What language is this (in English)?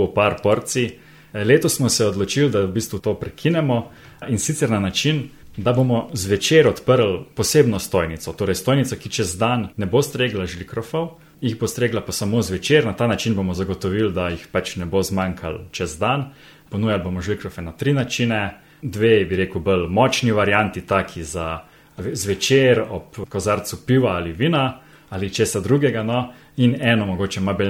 Slovenian